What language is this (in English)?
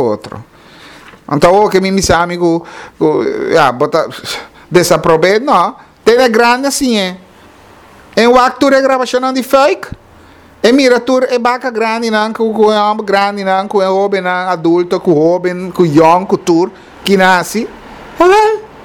Papiamento